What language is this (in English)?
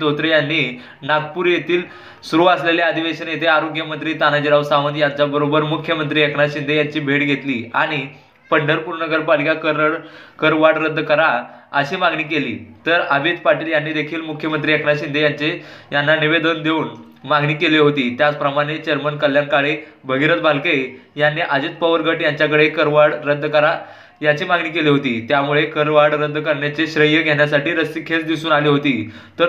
Marathi